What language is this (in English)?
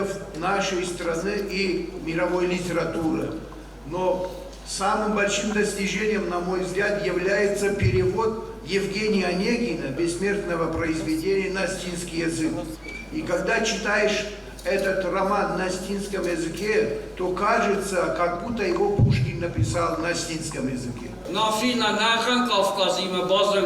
Ossetic